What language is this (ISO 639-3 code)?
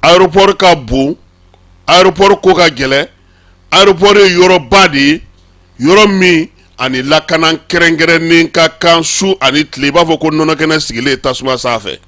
bam